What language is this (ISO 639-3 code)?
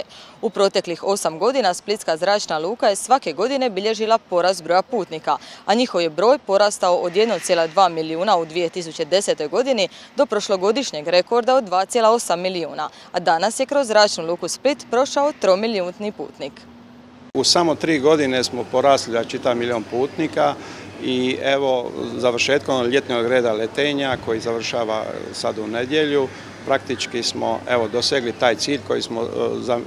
hrv